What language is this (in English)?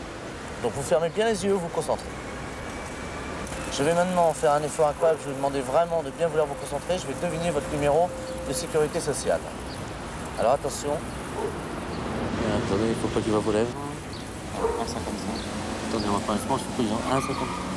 French